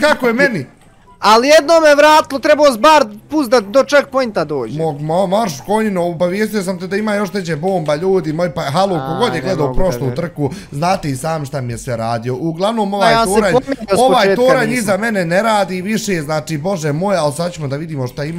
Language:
Bosnian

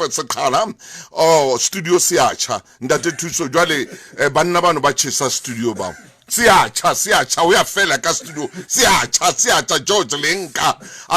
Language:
Southern Sotho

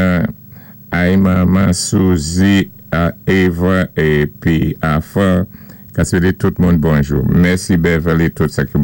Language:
Saint Lucian Creole French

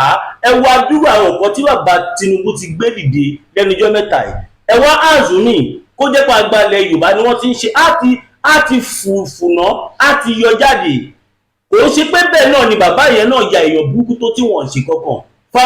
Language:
Yoruba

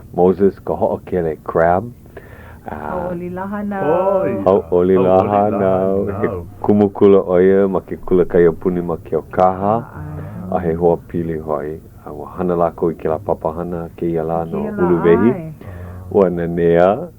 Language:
Hawaiian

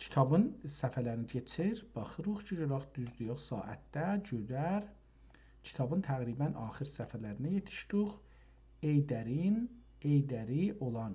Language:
South Azerbaijani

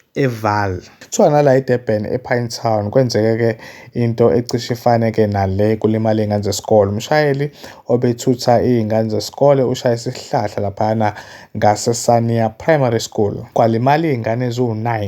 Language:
Zulu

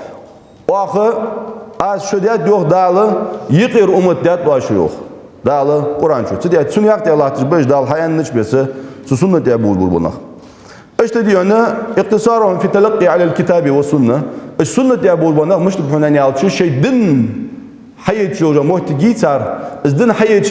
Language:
Ingush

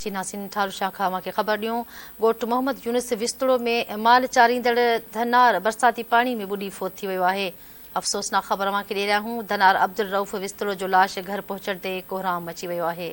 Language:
Sindhi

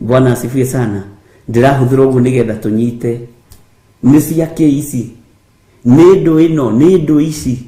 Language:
Kikuyu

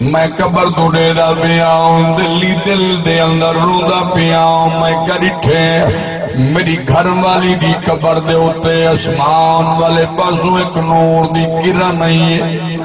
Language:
Saraiki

